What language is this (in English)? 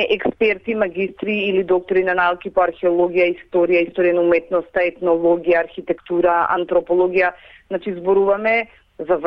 Macedonian